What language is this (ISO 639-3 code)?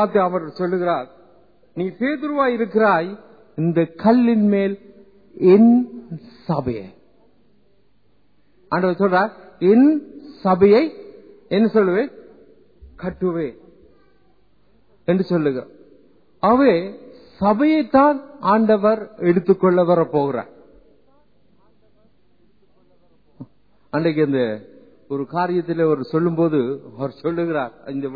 tam